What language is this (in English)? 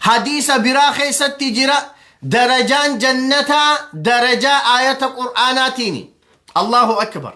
Oromo